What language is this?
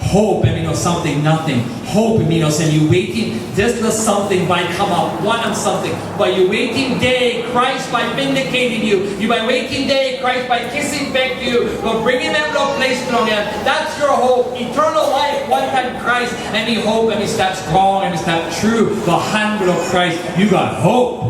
Tok Pisin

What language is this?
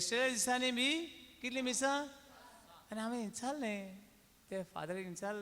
Konkani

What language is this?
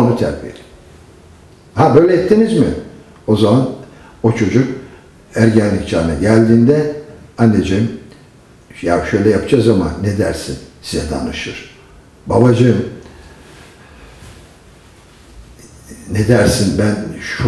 Turkish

